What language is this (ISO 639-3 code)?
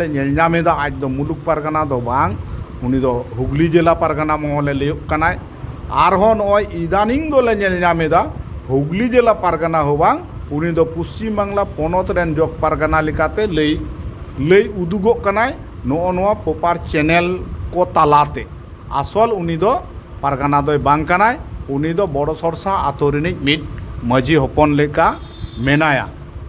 sat